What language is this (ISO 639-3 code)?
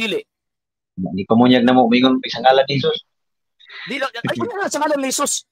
ceb